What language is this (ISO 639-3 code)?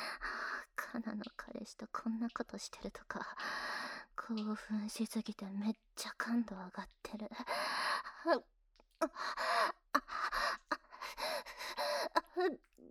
jpn